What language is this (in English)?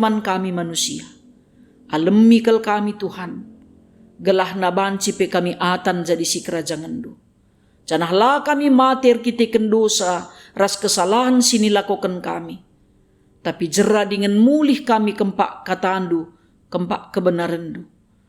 Batak Karo